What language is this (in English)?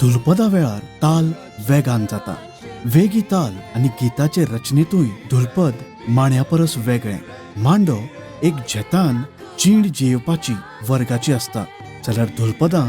Konkani